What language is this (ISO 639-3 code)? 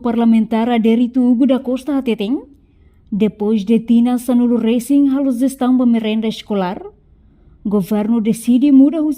tet